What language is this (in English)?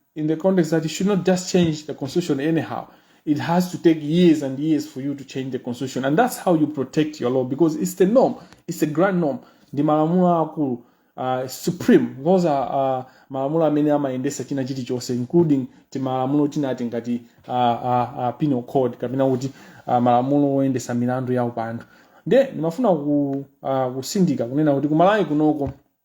Nyanja